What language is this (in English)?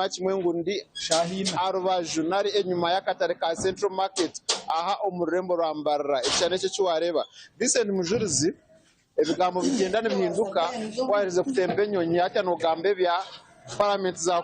Nyankole